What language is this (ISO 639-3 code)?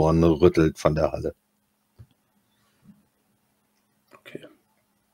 deu